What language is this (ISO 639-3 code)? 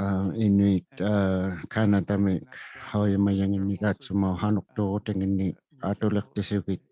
iku